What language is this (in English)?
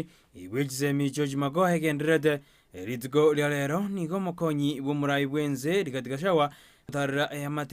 Gusii